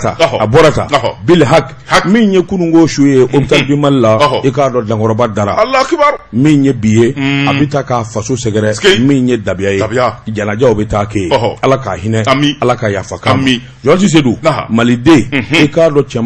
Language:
Bambara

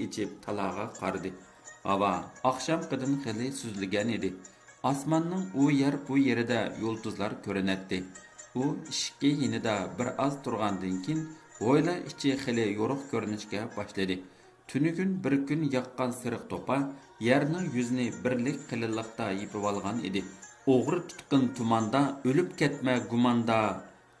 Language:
Uyghur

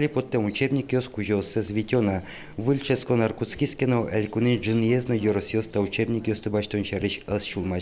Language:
Udmurt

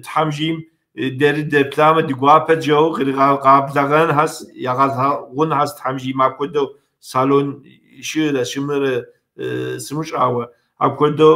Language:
Kabardian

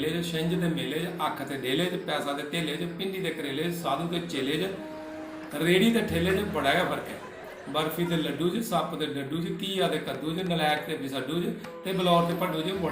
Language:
Dogri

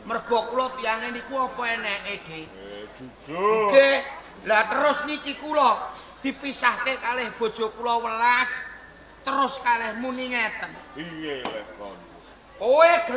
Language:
Javanese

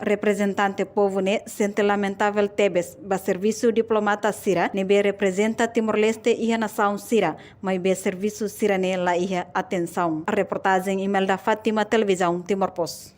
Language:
Tetum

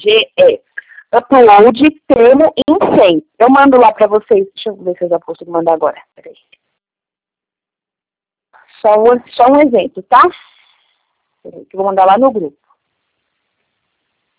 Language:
Portuguese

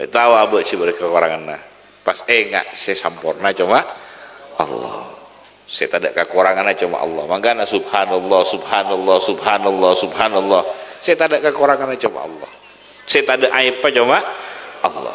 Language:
Madurese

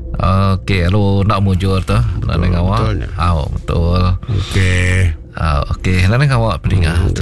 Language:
Iban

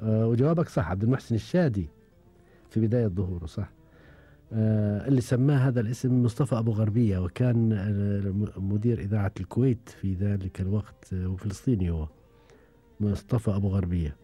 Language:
Gulf Arabic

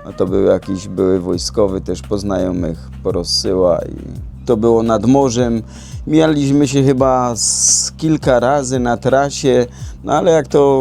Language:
Silesian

